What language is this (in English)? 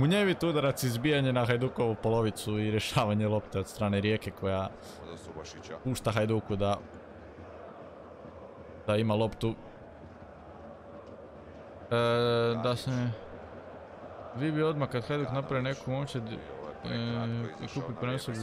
Croatian